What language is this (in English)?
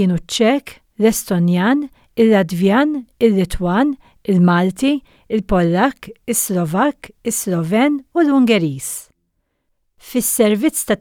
Maltese